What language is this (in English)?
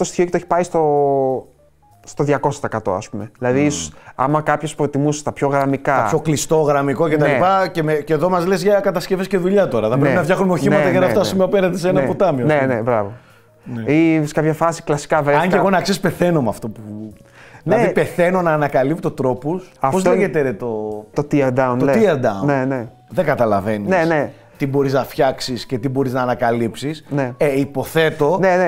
Greek